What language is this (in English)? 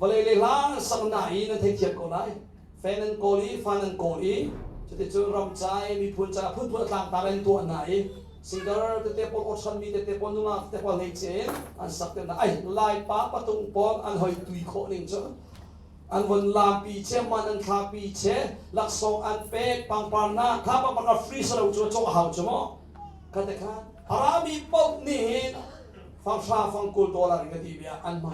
Hakha Chin